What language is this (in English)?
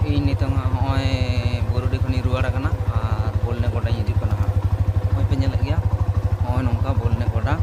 Santali